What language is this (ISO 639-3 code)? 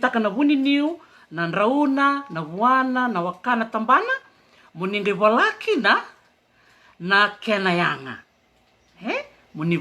fij